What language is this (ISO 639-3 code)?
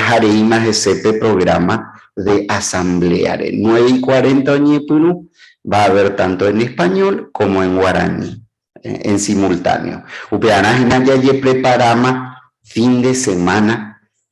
grn